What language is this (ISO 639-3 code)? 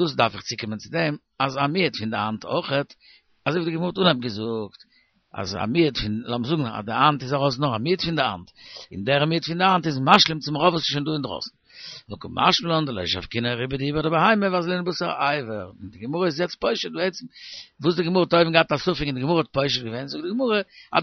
yid